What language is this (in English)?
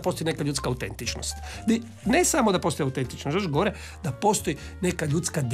Croatian